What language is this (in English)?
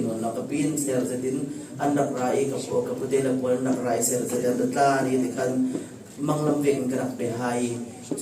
Falam Chin